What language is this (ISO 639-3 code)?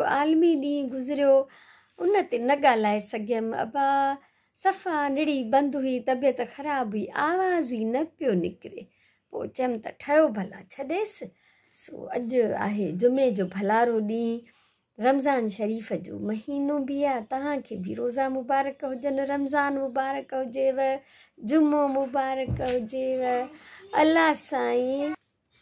snd